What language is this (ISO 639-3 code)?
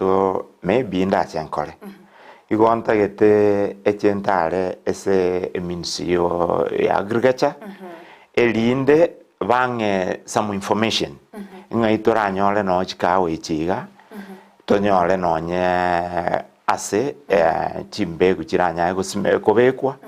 guz